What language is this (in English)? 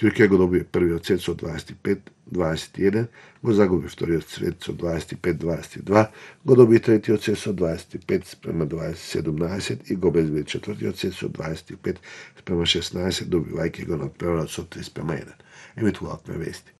Macedonian